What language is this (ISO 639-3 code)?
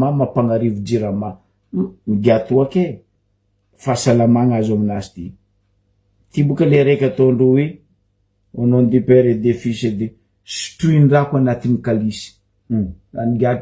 mlg